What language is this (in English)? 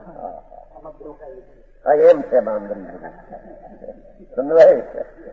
Gujarati